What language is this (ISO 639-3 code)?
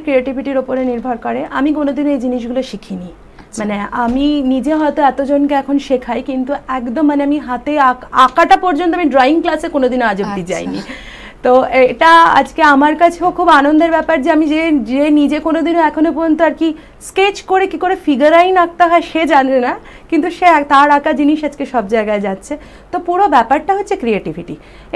ben